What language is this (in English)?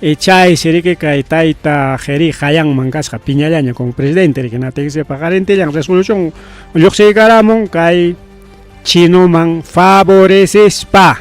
Ayacucho Quechua